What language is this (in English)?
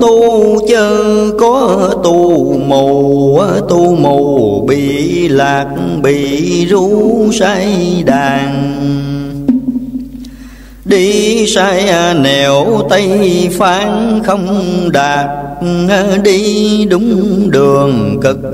Vietnamese